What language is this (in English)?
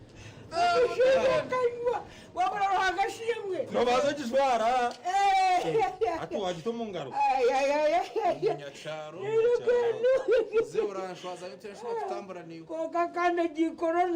Nyankole